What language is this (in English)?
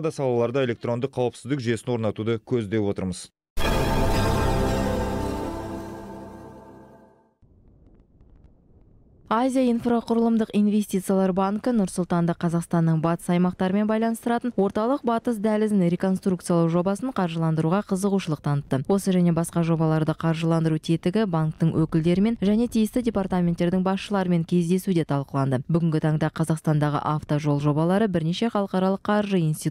Kazakh